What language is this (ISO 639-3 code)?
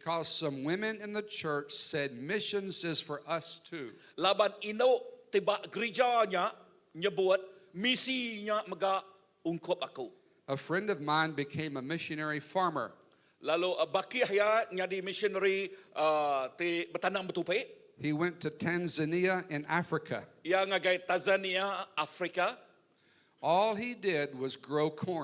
iba